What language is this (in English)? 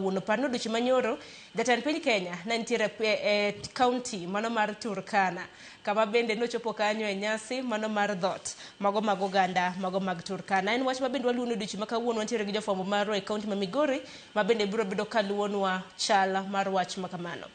Luo (Kenya and Tanzania)